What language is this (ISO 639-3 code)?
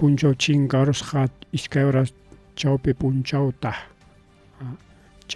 quy